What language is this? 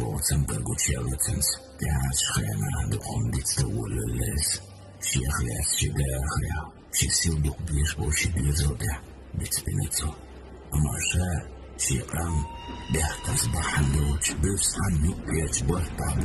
Chechen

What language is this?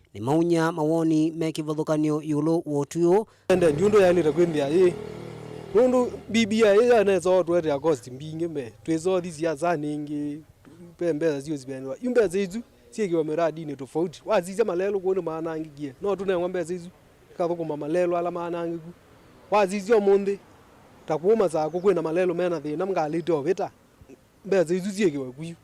Kamba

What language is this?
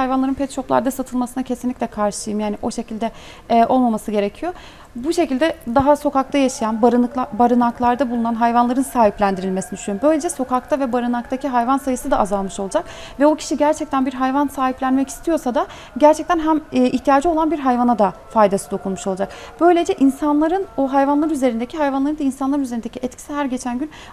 Turkish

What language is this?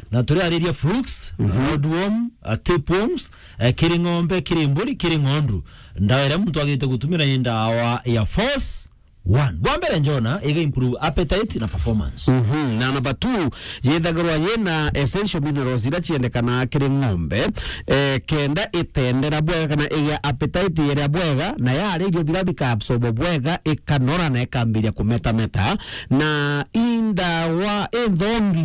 Meru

